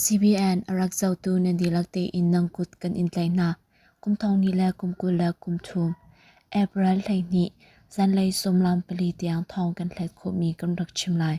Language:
Hakha Chin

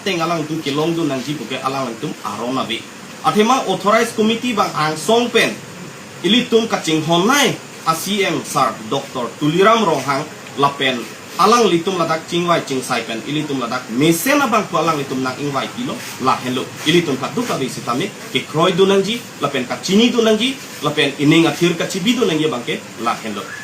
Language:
Karbi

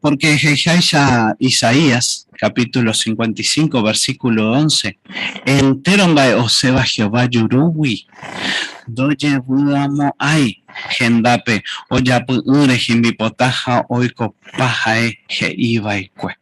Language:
Guarani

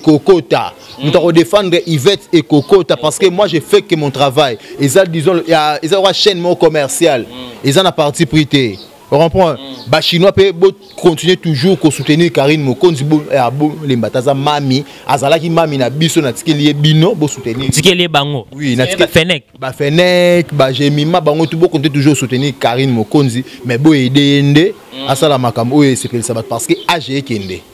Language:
Lingala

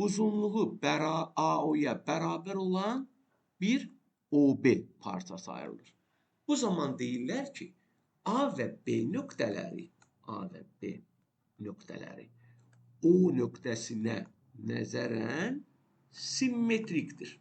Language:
Azerbaijani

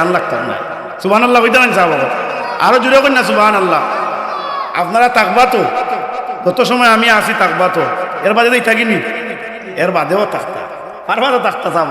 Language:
Sylheti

